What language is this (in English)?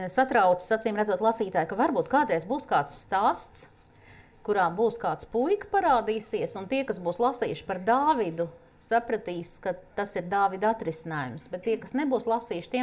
Latvian